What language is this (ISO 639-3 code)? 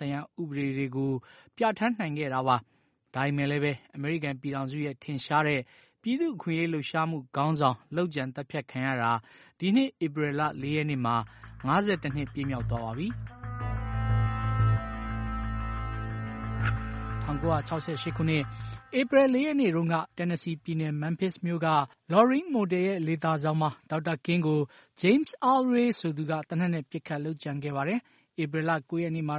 mya